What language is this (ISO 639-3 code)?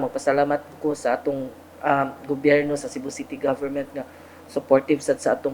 ceb